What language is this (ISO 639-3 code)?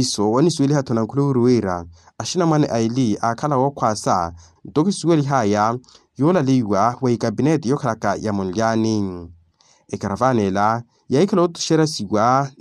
vmw